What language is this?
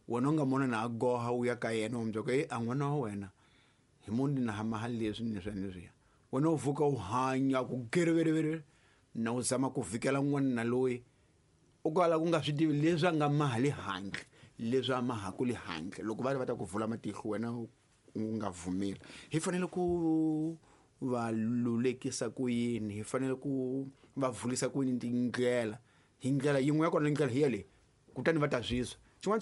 Tsonga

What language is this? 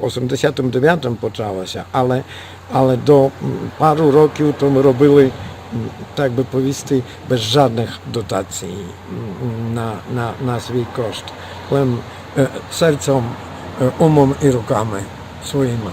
Rusyn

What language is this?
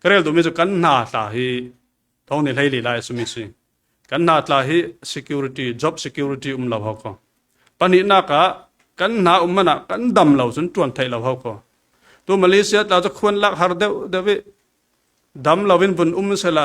Falam Chin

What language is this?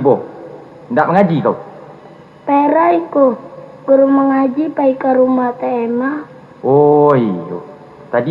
Minangkabau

